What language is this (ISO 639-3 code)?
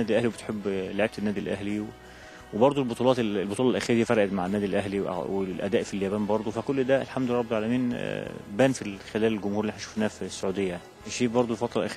arz